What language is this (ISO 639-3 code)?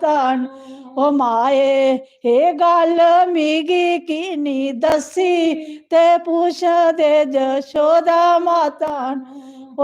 doi